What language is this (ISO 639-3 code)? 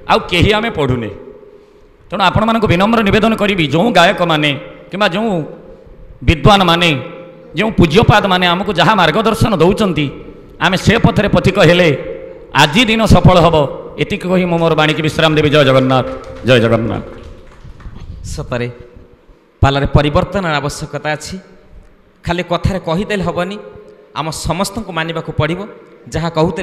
ori